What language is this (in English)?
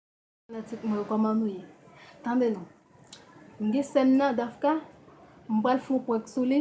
Haitian Creole